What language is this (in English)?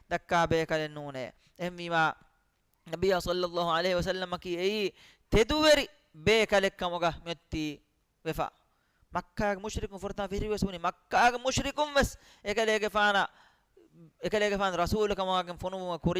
Divehi